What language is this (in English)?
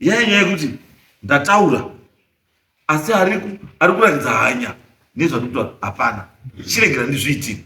Shona